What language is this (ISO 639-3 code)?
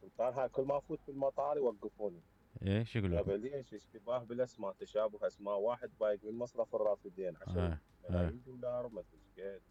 acm